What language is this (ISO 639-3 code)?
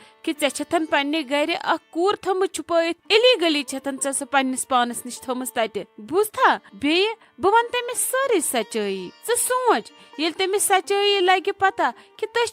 kas